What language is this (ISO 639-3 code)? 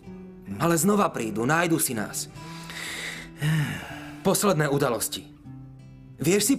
slk